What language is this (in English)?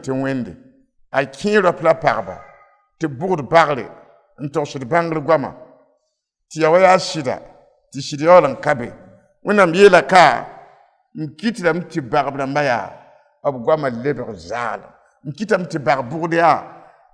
Mossi